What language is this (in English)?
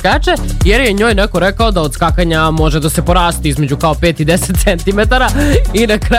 Serbian